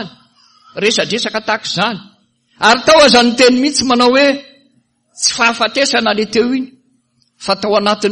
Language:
Malagasy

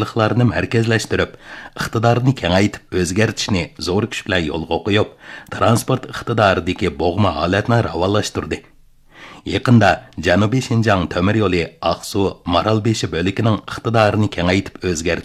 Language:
Uyghur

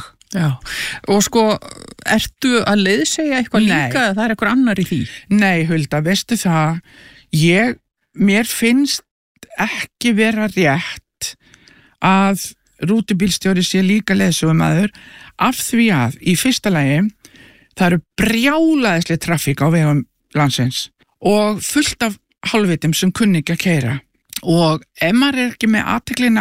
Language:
Icelandic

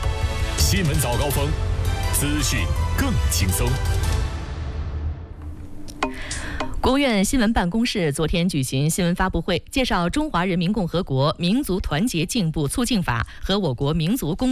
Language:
Chinese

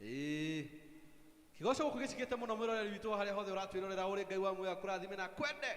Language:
Kikuyu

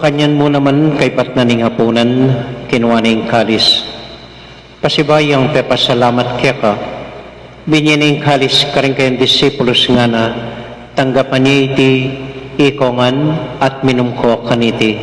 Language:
Pampanga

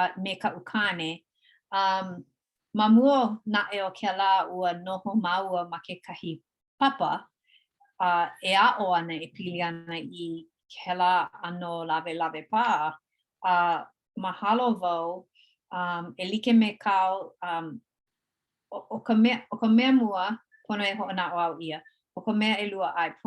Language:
Hawaiian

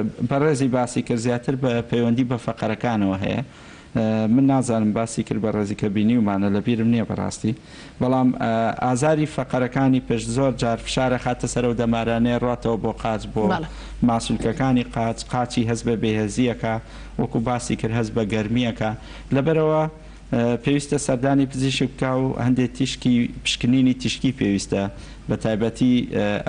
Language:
Central Kurdish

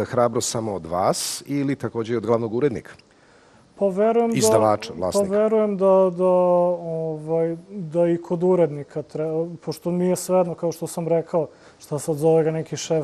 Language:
Serbian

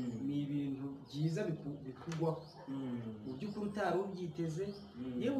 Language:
Kinyarwanda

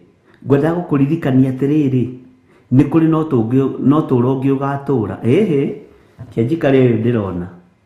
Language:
Kikuyu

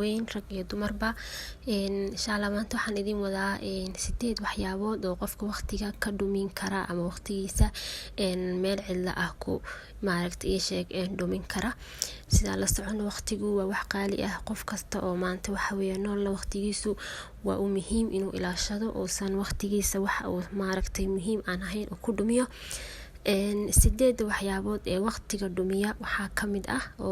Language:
Somali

